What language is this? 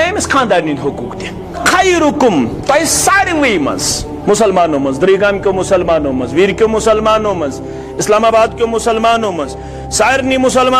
Kashmiri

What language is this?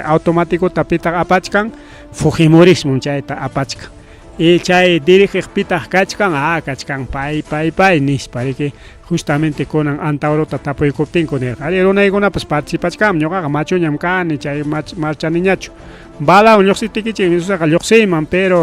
Ayacucho Quechua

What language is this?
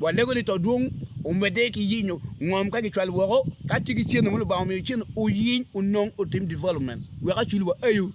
Acoli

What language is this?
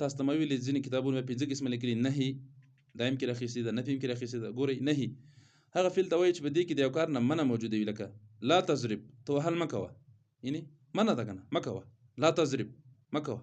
Pashto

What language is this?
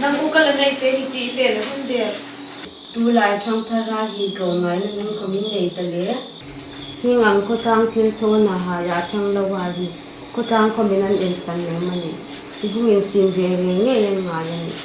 Hmar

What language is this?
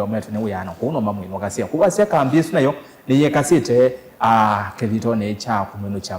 Kamba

